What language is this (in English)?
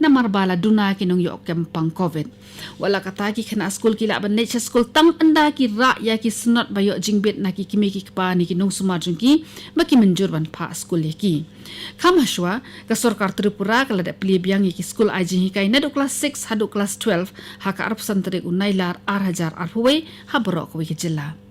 Khasi